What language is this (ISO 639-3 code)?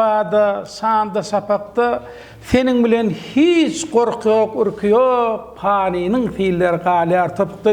tuk